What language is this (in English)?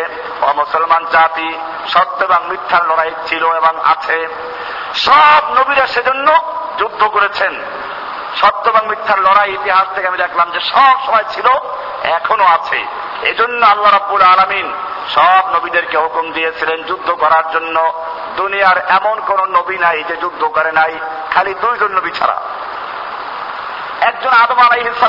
Bangla